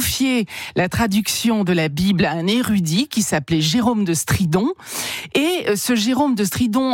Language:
French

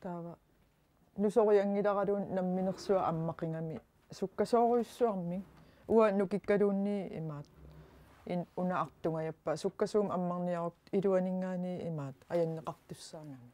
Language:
Kalaallisut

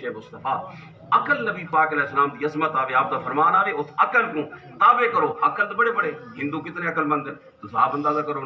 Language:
Saraiki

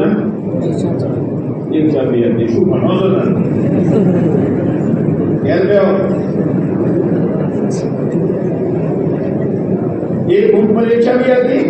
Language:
Urdu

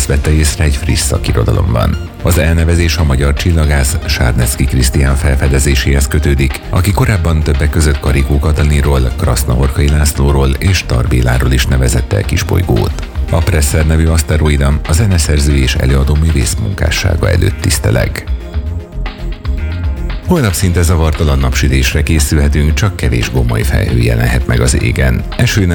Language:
Hungarian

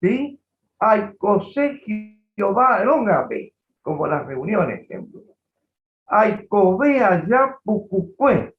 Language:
Guarani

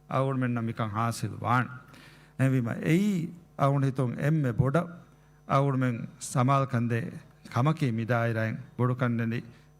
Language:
Divehi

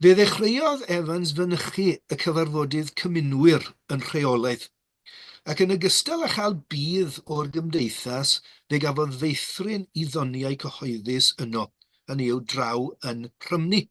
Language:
Welsh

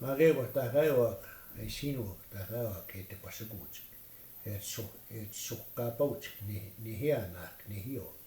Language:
Plains Cree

